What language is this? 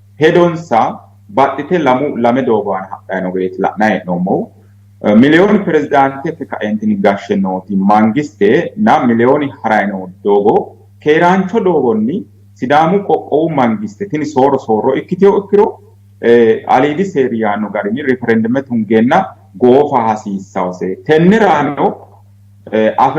Sidamo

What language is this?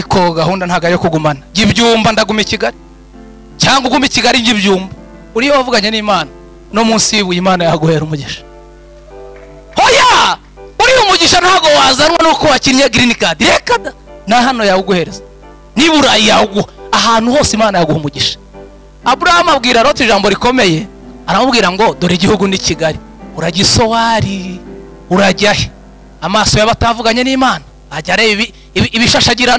Kinyarwanda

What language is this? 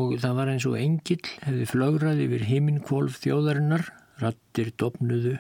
Icelandic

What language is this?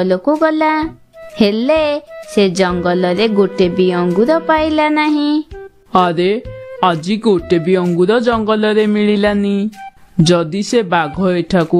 Odia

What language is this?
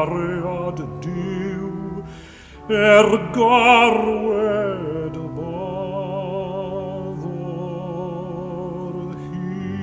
Welsh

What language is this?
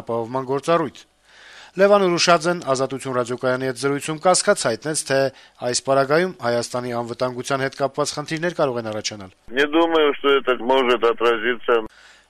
Armenian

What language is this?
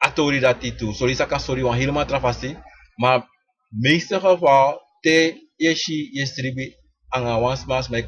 Sranan Tongo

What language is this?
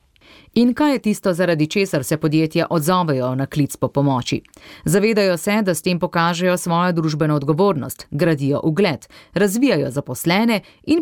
Slovenian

